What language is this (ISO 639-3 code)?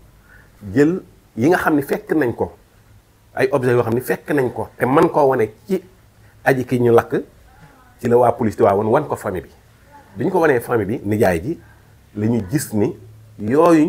wol